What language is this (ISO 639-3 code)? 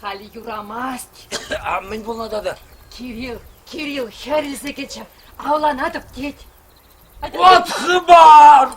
chv